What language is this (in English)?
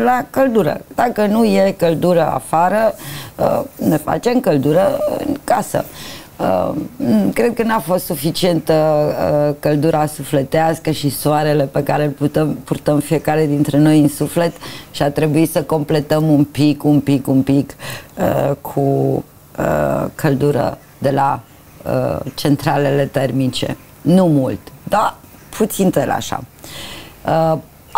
Romanian